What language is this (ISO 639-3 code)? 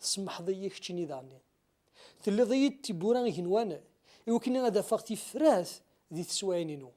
kab